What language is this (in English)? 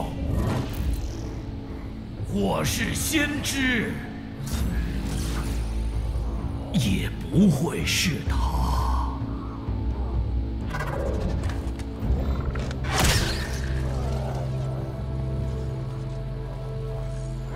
Chinese